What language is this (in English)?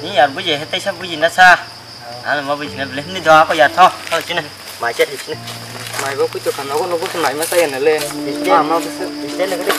Kok Borok